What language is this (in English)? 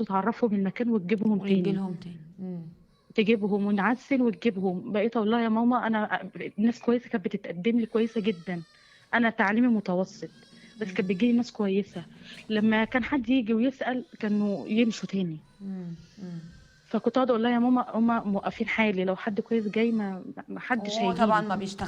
Egyptian Arabic